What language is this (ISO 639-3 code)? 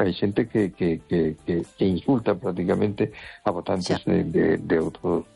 glg